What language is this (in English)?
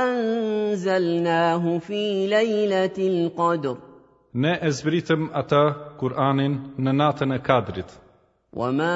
Albanian